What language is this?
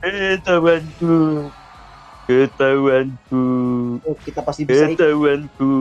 Banjar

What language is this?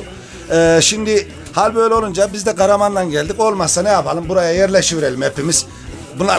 Turkish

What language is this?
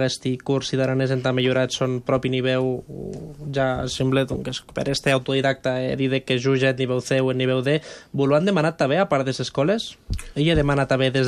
Catalan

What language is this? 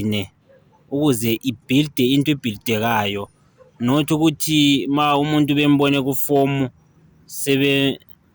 Zulu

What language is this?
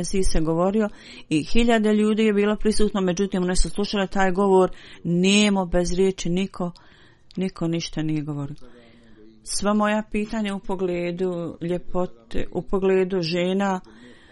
Bosnian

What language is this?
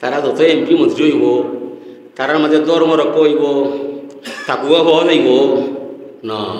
Sylheti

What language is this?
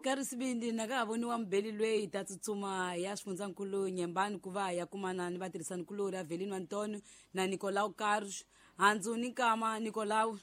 Tsonga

